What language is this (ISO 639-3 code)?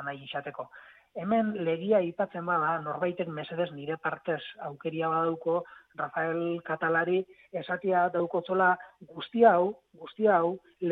eus